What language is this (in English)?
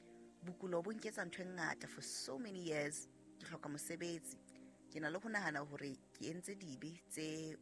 Southern Sotho